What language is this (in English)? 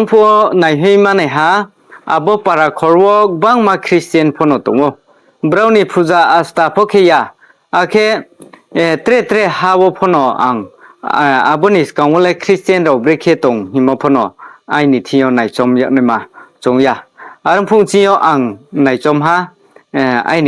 Riang (India)